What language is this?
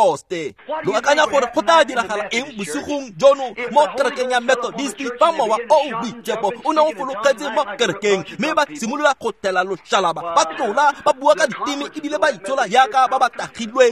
Tswana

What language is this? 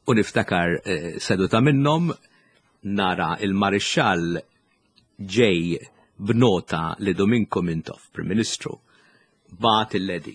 Maltese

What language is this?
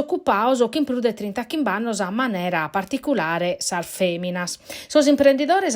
Sardinian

